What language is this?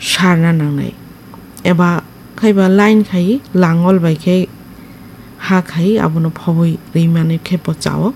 Kok Borok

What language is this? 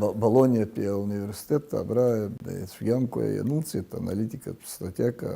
Abkhazian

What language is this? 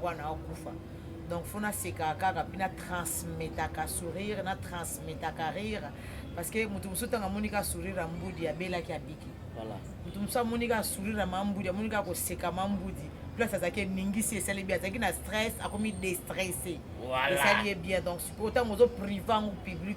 Lingala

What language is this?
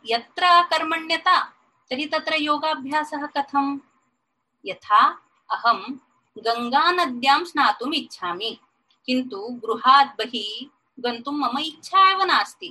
Sanskrit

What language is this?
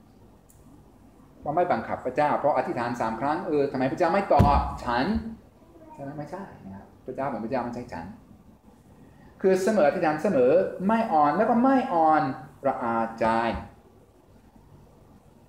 Thai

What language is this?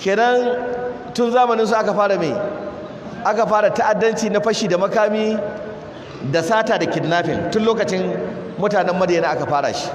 Hausa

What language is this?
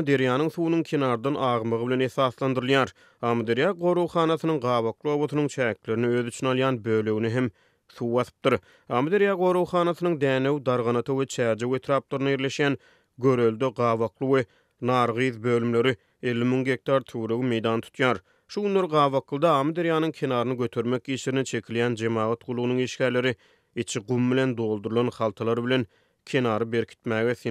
Turkmen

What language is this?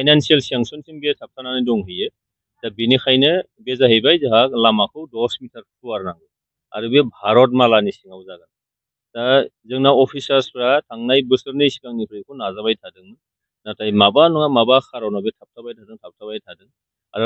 Bodo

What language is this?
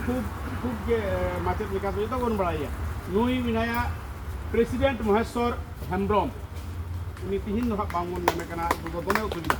Santali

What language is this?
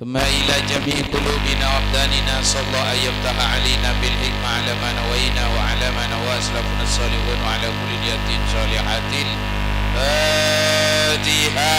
Madurese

